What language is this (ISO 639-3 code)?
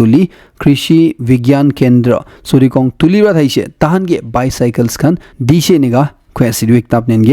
nag